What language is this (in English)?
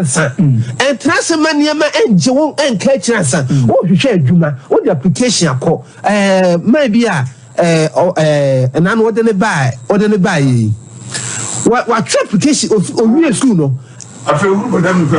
Akan